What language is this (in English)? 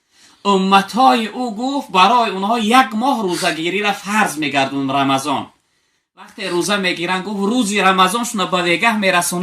Tajik